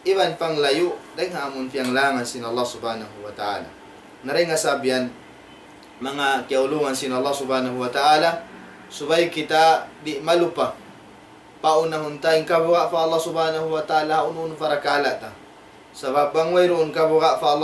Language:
Tausug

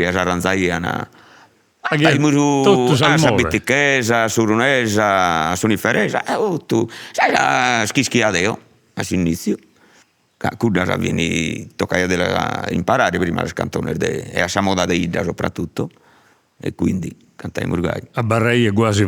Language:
Sardinian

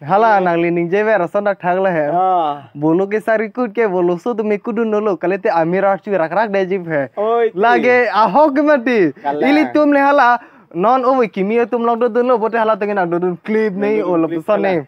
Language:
Karbi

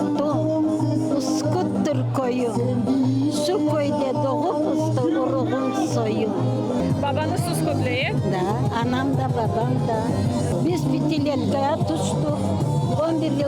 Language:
Crimean Tatar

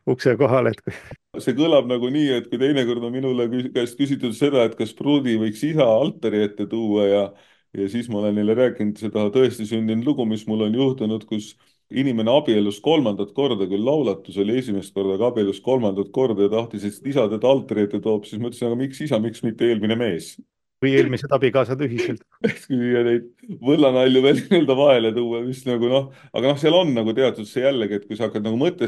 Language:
Estonian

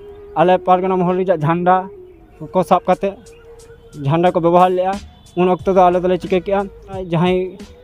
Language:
Santali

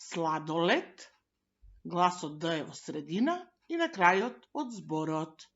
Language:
Macedonian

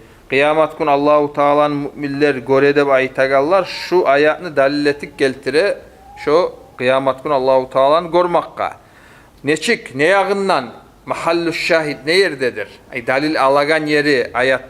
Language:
Kumyk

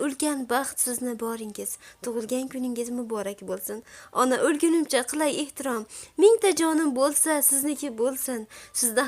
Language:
Uzbek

